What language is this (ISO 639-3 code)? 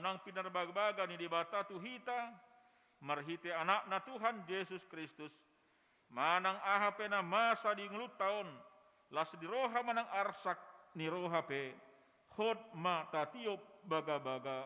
bbc